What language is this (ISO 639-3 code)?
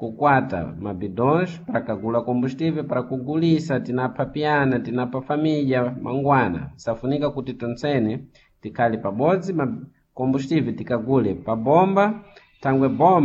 seh